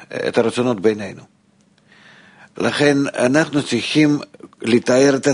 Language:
Hebrew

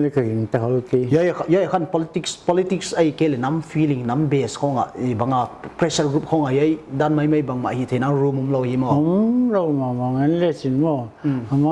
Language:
Paite Chin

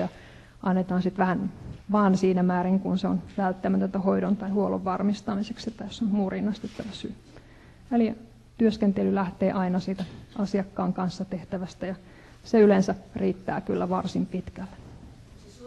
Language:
Finnish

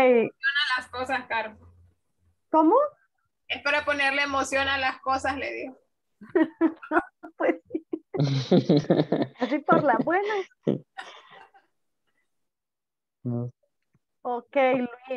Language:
Spanish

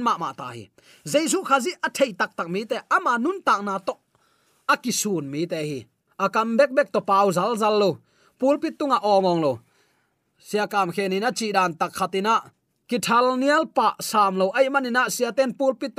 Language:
Tedim Chin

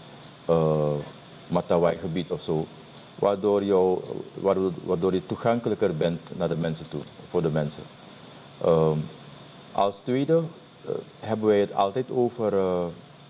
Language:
Dutch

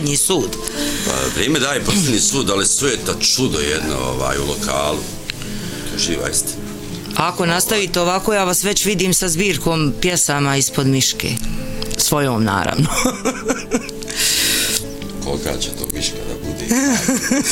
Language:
Bosnian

